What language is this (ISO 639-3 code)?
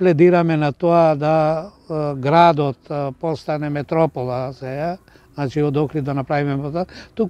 mkd